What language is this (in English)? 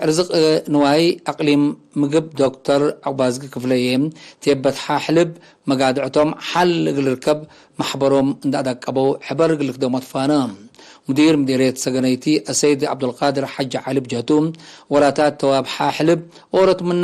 Tigre